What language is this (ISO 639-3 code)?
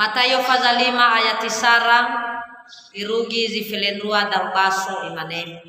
nia